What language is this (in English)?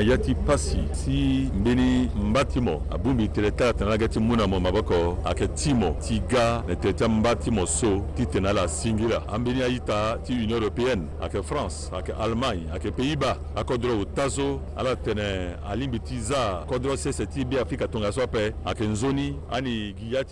Sango